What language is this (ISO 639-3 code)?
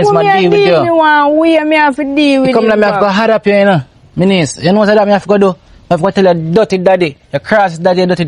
jam